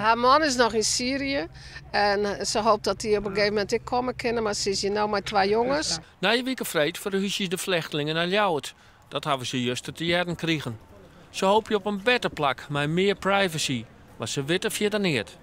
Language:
Western Frisian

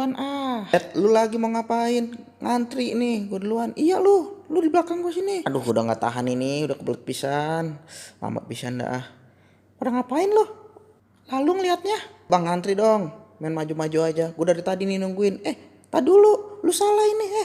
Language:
Betawi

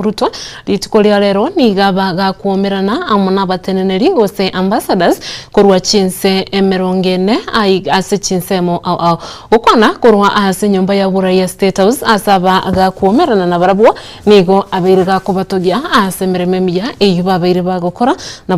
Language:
Gusii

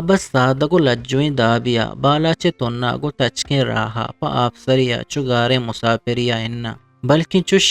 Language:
Eastern Balochi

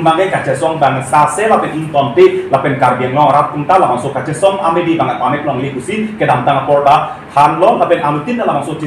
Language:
Karbi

